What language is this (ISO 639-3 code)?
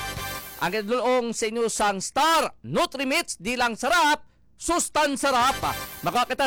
hil